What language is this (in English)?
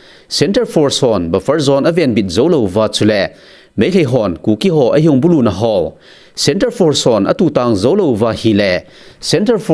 Thado Chin